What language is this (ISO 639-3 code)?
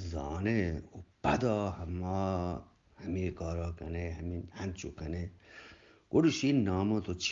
bgp